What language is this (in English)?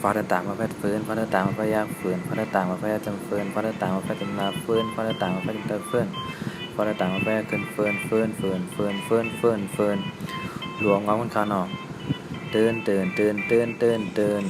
Shan